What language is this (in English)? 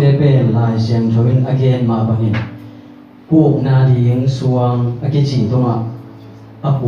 Tedim Chin